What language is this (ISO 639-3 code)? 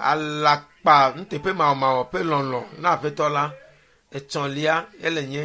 ewe